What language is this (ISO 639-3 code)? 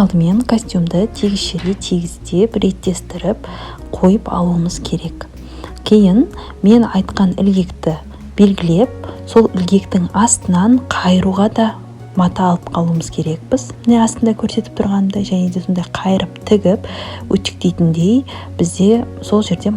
kaz